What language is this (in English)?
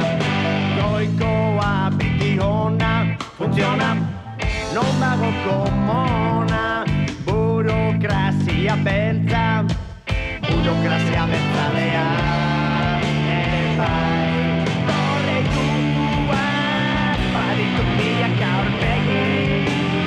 Basque